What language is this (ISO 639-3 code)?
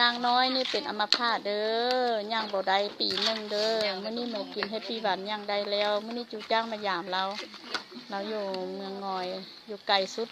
lao